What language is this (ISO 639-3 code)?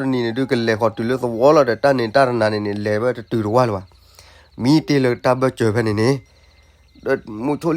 ksw